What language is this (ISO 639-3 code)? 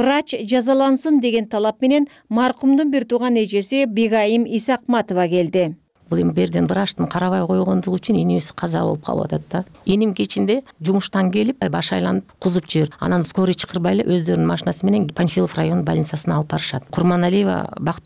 kir